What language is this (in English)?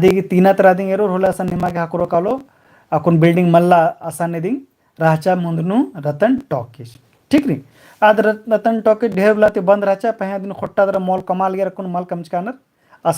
Kurukh